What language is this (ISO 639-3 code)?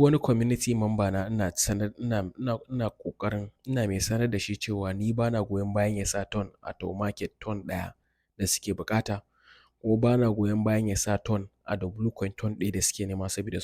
hau